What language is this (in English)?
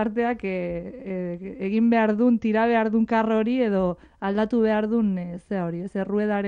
Basque